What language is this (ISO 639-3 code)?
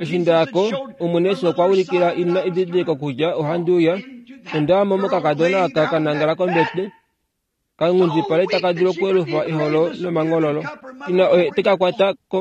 kua